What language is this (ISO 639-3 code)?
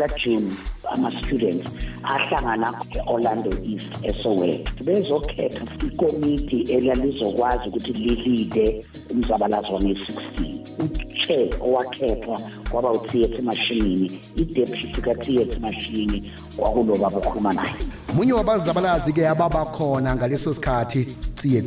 nbl